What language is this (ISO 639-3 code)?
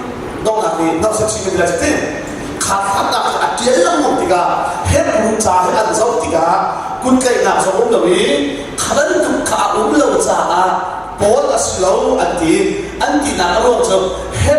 cnh